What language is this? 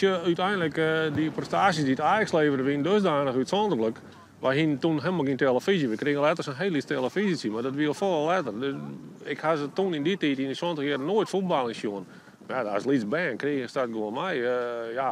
Western Frisian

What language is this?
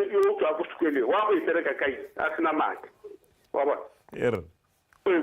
Tswana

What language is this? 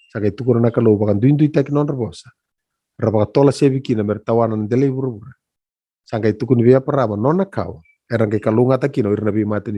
Fijian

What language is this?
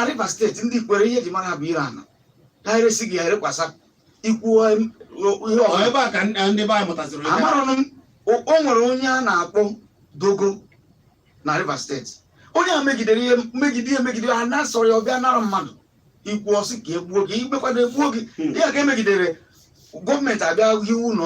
Igbo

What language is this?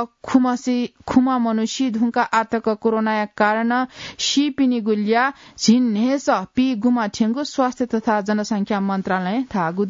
Newari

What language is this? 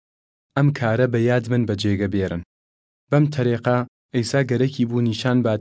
Southern Kurdish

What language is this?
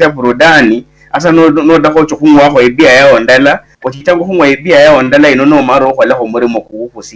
Luyia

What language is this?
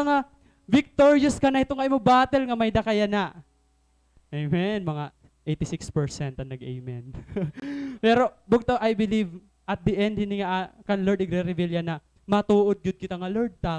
Waray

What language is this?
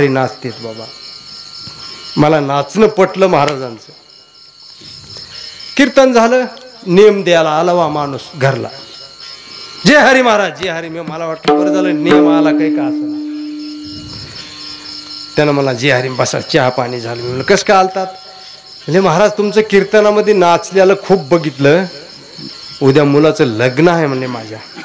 Marathi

